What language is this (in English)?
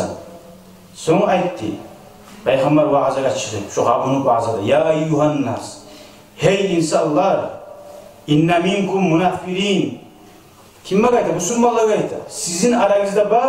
Kumyk